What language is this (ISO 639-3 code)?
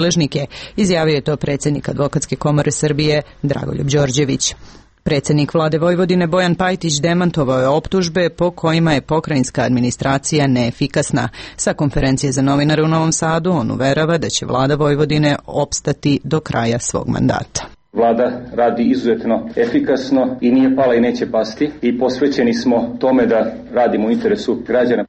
srp